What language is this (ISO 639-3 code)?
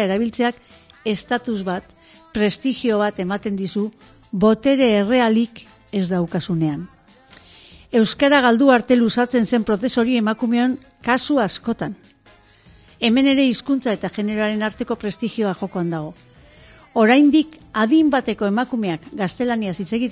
eus